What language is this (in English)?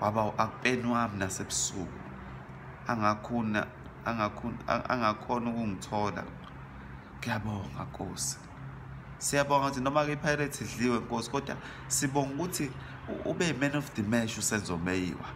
Zulu